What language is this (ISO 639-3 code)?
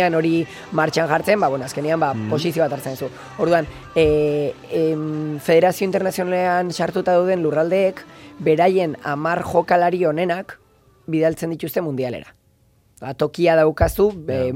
eus